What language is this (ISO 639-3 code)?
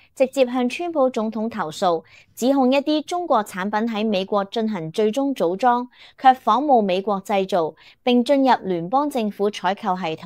yue